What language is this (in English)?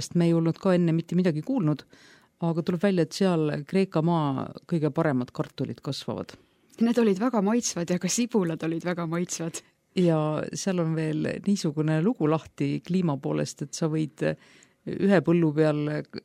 Estonian